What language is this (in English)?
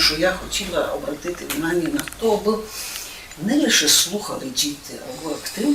Rusyn